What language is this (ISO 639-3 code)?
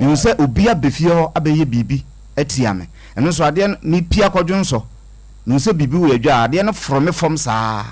aka